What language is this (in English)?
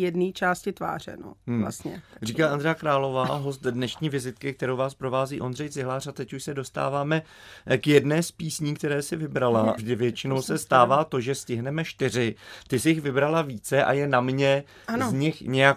Czech